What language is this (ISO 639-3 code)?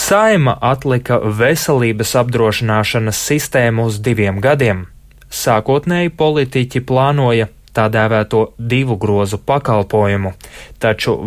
lav